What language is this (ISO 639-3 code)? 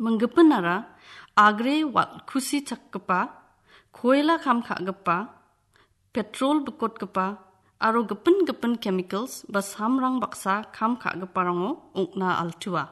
grt